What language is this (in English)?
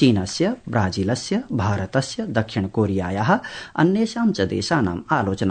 Sanskrit